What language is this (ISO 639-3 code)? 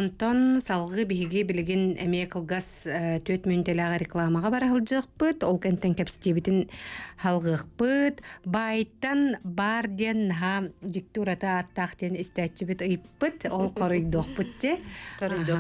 sah